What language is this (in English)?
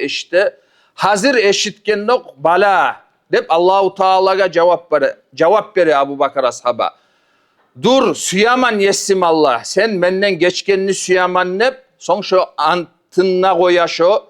Kumyk